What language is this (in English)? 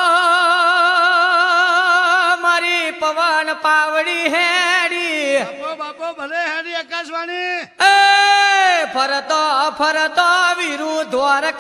Gujarati